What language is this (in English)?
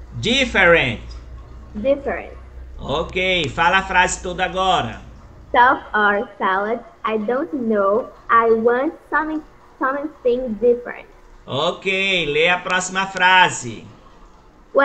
Portuguese